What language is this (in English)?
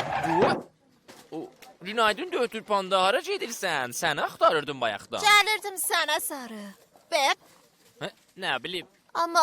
South Azerbaijani